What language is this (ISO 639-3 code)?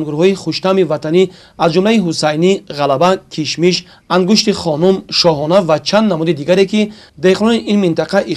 tgk